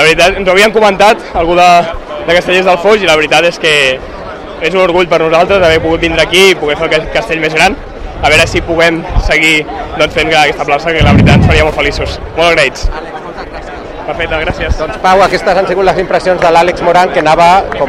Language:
Catalan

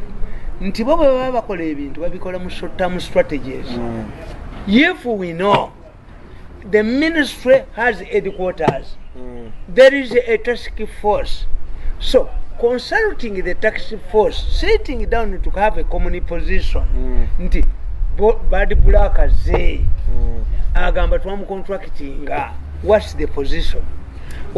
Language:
Ganda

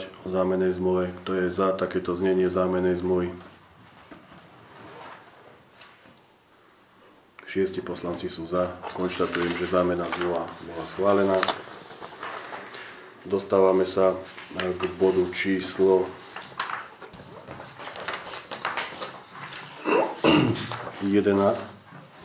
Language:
Slovak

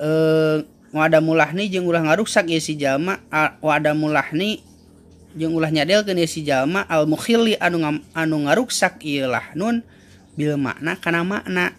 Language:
Sundanese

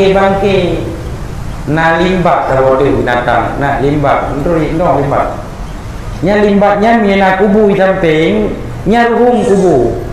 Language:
Achinese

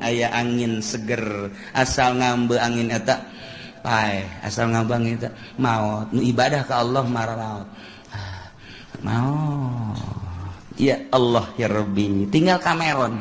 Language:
Sundanese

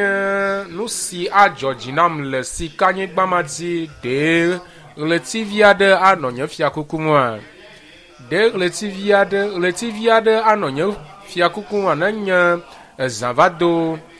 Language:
Ewe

